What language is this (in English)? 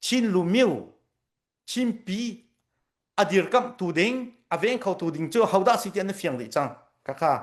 Hakha Chin